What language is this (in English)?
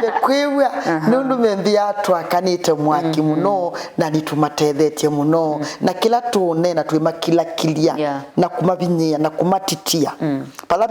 Kamba